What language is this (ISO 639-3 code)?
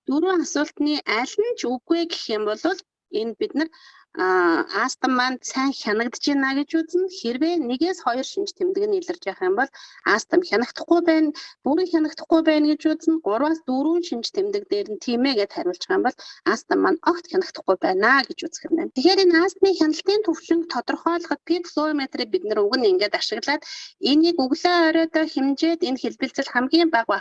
mon